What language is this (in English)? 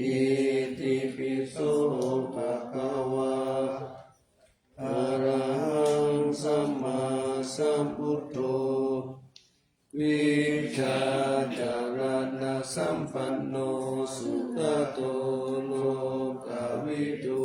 Pali